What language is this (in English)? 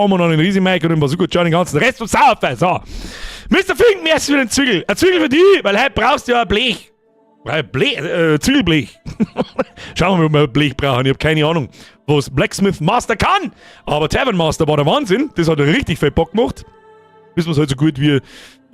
Bavarian